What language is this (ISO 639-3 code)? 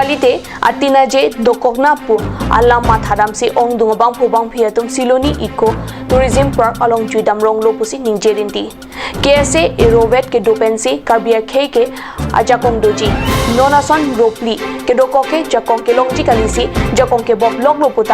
mjw